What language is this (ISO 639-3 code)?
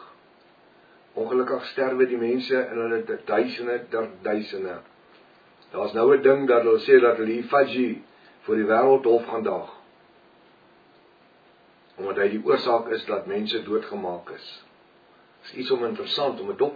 afr